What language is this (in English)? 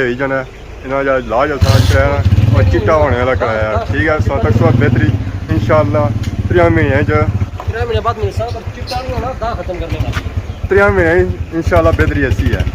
Pahari-Potwari